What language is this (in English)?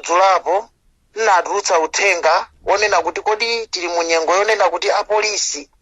Nyanja